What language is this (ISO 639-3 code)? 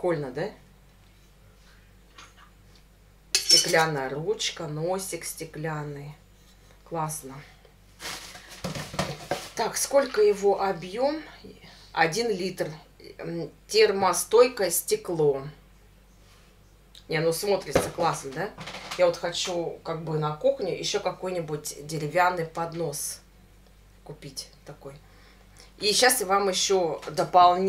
rus